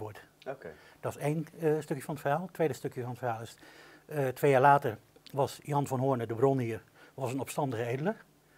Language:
Dutch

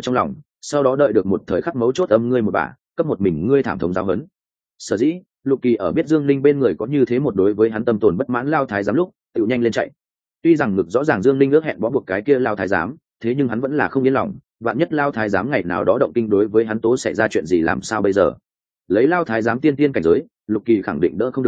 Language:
Vietnamese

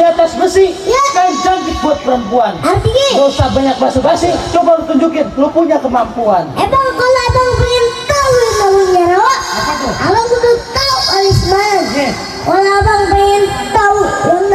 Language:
Betawi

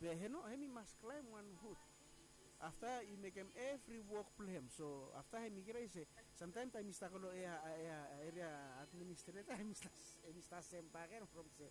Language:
Bislama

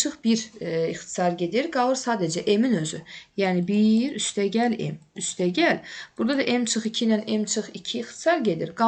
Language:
Azerbaijani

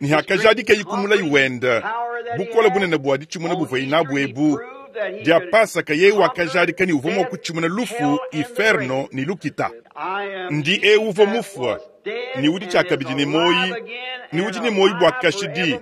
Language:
Luba-Lulua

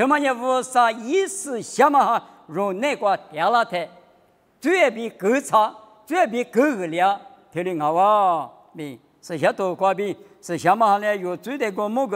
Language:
Lisu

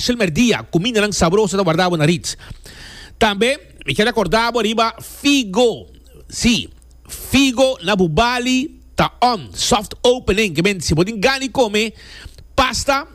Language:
Papiamento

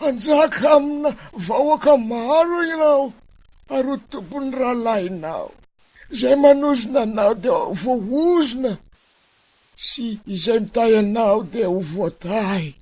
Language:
Malagasy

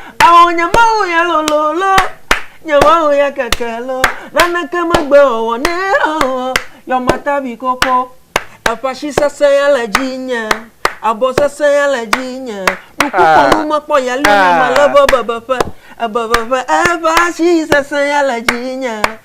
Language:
Ewe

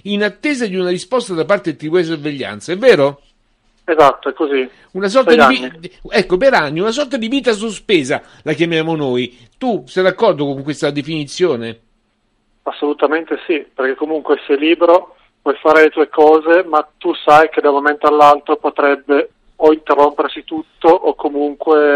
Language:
Italian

